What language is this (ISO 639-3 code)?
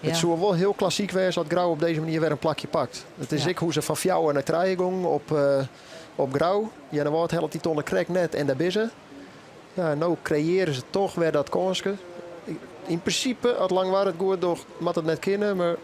fry